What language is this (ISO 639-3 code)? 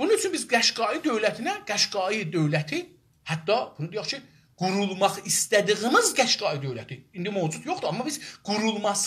azb